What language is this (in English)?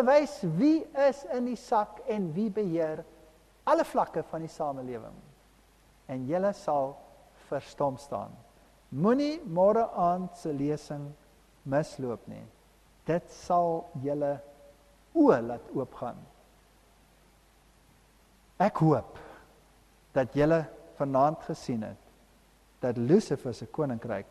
Afrikaans